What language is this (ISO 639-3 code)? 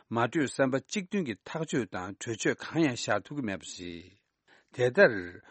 bod